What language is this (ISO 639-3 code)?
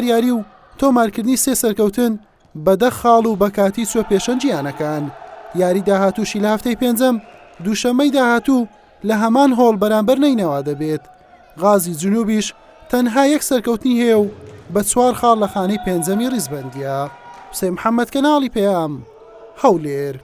ckb